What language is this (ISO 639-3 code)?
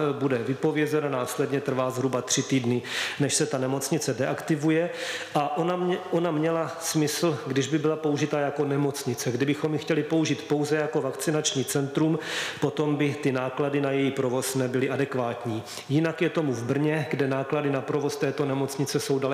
ces